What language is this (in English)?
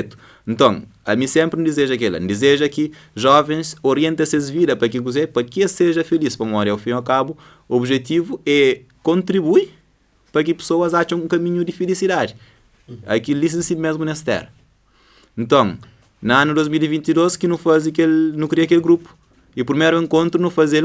Kabuverdianu